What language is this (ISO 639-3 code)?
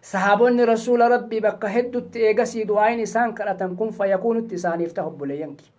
orm